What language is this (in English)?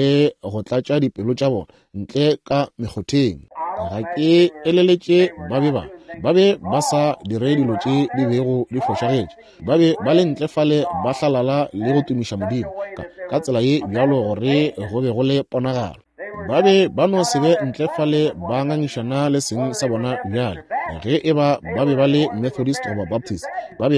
Northern Sotho